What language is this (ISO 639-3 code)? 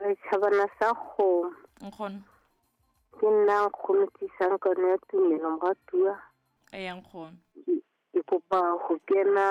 sot